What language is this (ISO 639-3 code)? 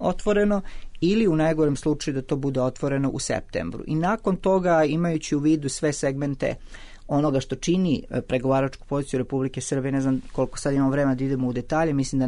srp